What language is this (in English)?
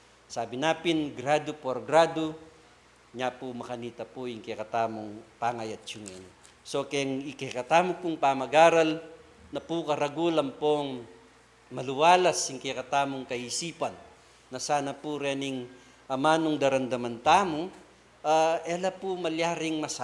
Pampanga